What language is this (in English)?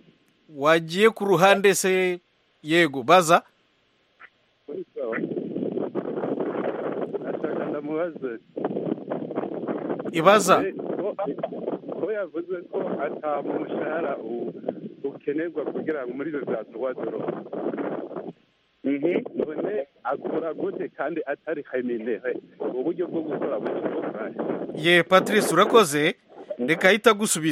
Kinyarwanda